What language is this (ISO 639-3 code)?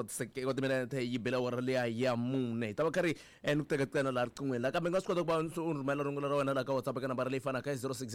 tso